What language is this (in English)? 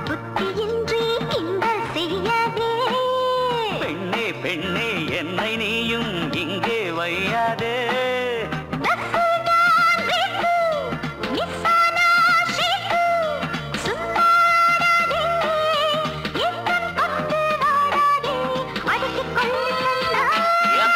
Tamil